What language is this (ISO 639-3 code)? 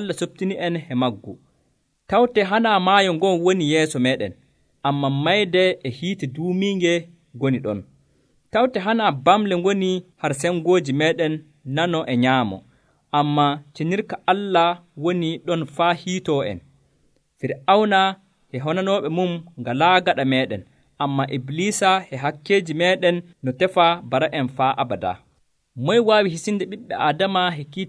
fuv